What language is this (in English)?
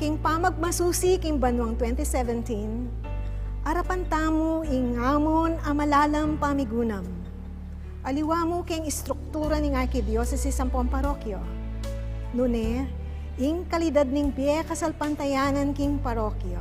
Pampanga